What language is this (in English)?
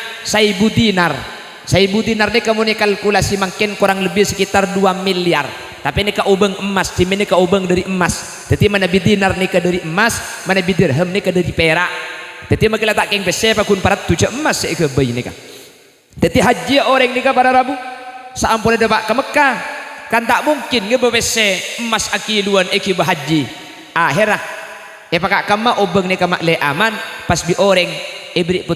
Madurese